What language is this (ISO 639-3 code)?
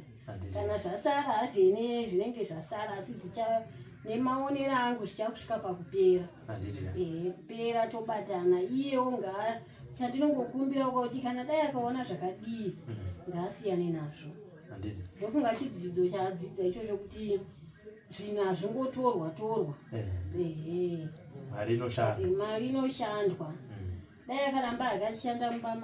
sna